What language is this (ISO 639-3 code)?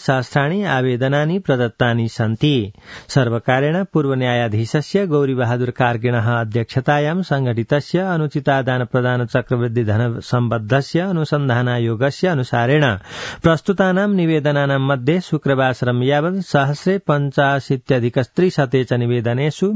san